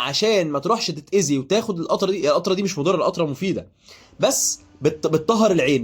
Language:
Egyptian Arabic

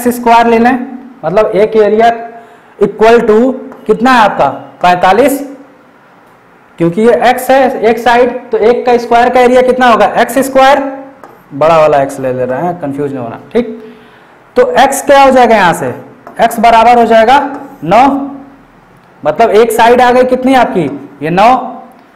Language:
Hindi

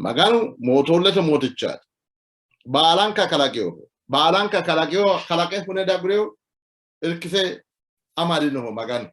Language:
Sidamo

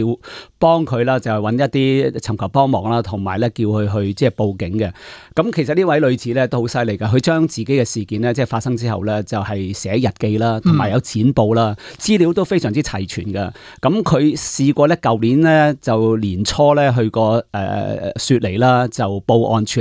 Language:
Cantonese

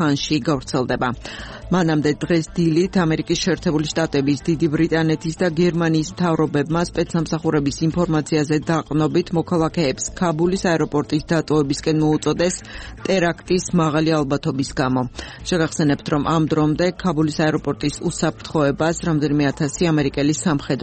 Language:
Georgian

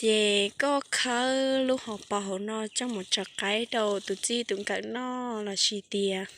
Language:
Hmong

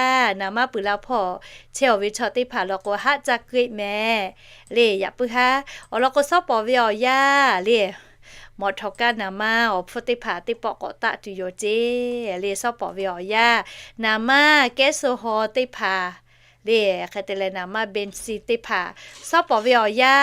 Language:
Lahu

